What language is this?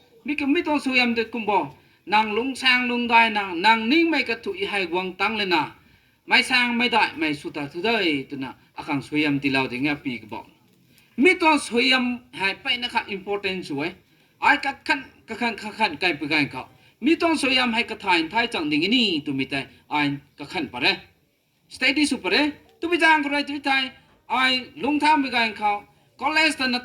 Rongmei Naga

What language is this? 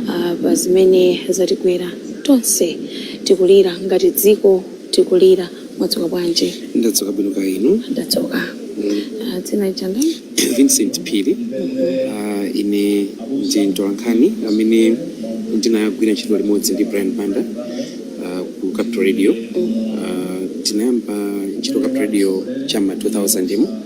Nyanja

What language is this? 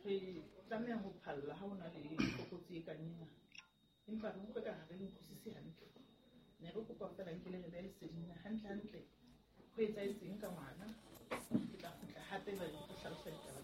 Southern Sotho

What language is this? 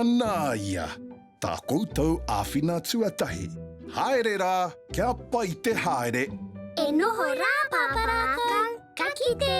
Māori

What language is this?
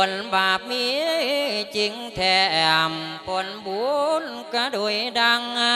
Lao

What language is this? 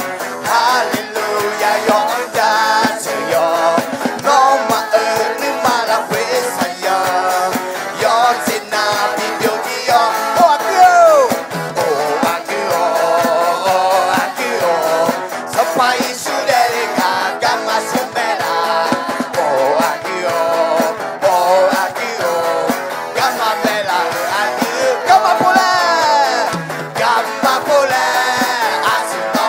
Akha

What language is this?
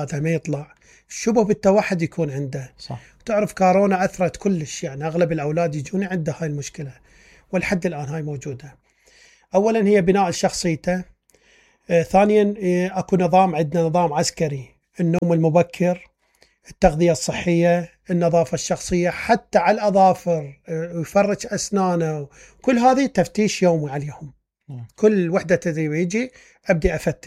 Mesopotamian Arabic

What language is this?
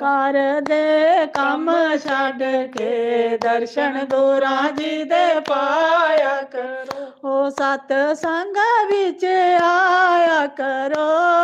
Dogri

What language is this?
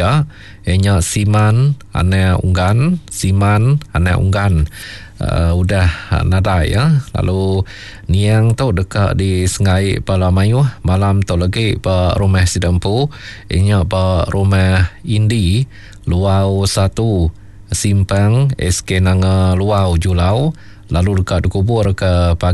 Iban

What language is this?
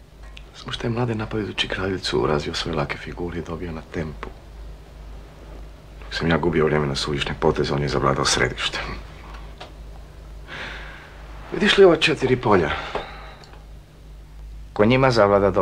Croatian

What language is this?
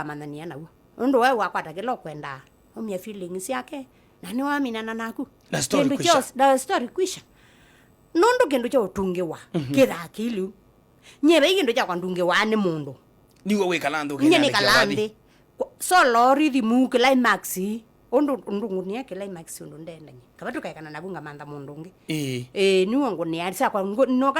Kamba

